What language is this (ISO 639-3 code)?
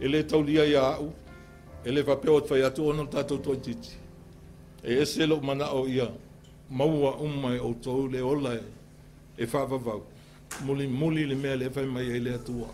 smo